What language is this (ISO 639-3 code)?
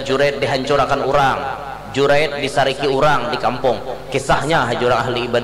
bjn